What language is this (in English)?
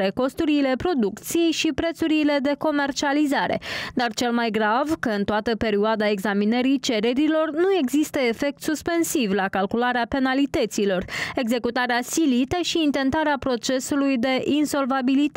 Romanian